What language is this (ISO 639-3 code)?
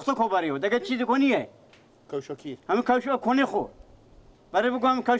fas